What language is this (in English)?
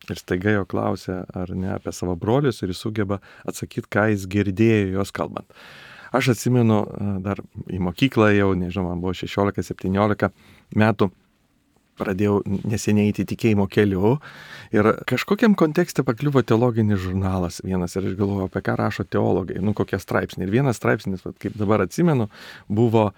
Lithuanian